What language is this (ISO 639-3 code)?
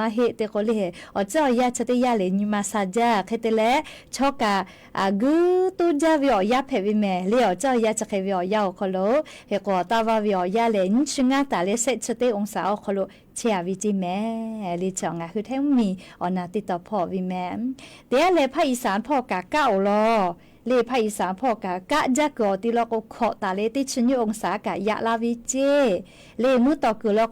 lhu